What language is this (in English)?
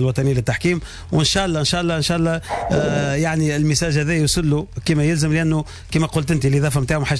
Tunisian Arabic